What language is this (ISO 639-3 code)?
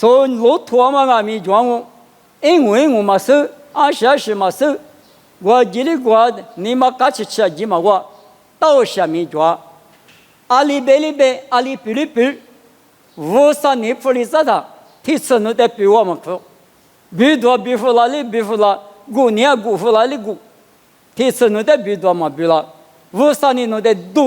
lis